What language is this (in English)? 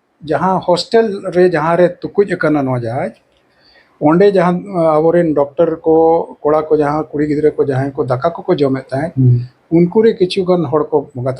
Santali